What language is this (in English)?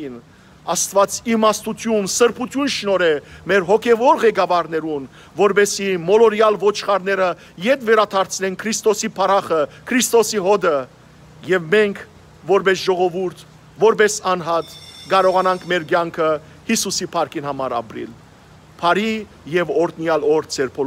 Western Armenian